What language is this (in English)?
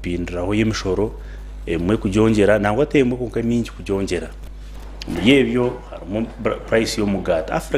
Nyankole